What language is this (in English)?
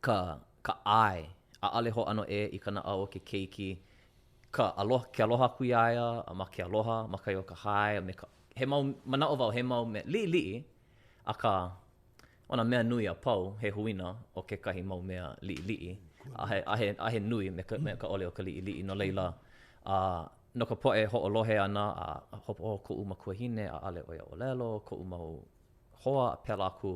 Hawaiian